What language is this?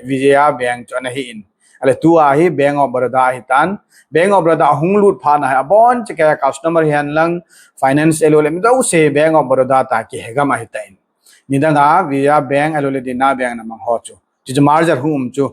Thado Chin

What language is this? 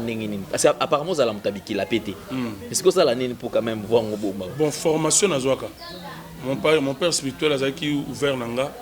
Lingala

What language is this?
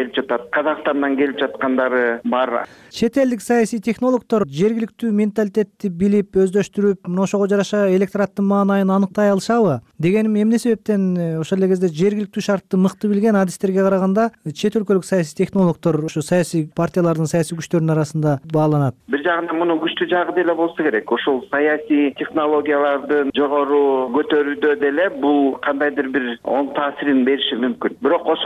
Kyrgyz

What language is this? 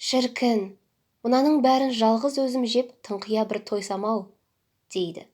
Kazakh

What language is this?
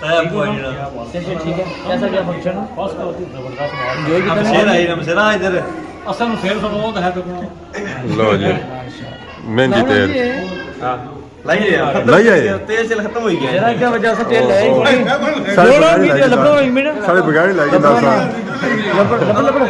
Pahari-Potwari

